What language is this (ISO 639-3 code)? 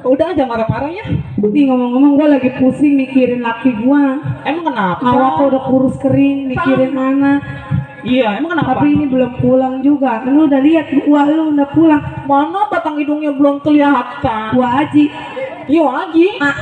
bew